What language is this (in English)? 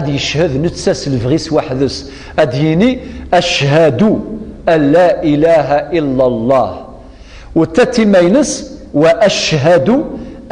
Kabyle